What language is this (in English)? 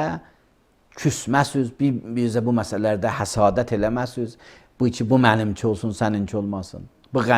Azerbaijani